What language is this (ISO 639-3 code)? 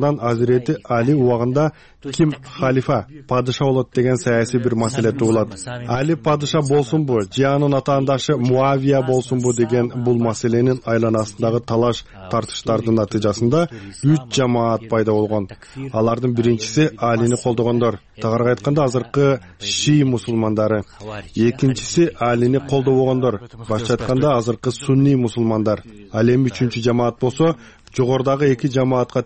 kir